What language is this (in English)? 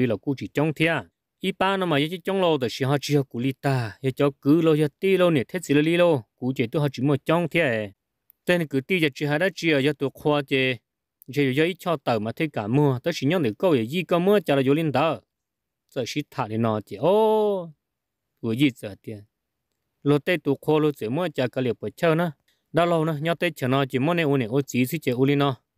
Vietnamese